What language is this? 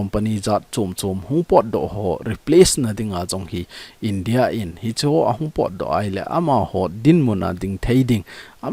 Thado Chin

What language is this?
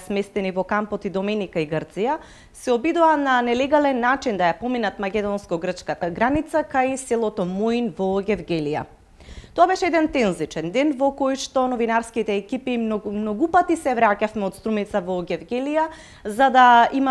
Macedonian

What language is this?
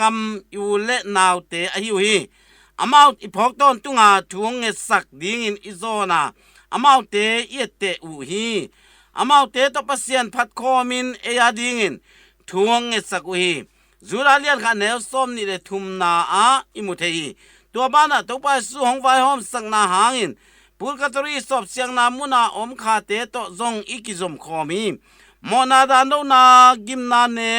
Tedim Chin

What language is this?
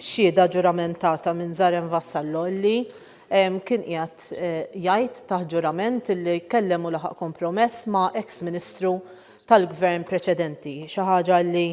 Maltese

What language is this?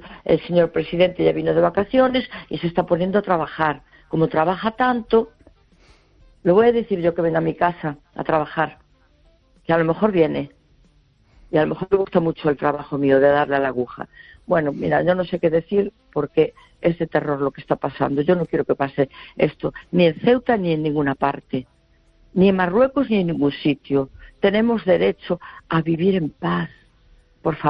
Spanish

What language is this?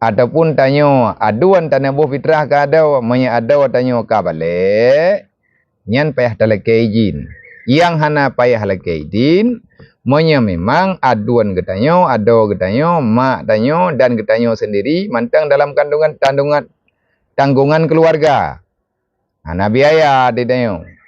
Achinese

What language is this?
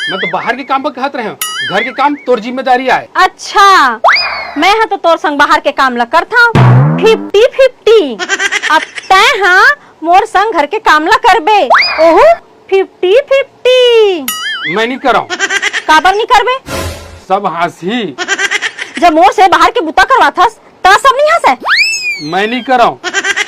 Chhattisgarhi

